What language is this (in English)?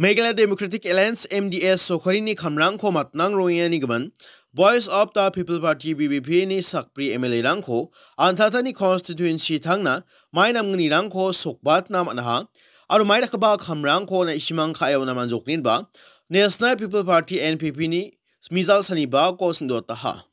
Garo